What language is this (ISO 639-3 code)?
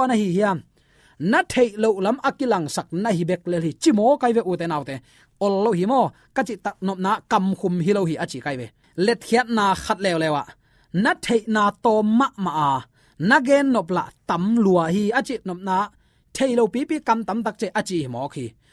ctd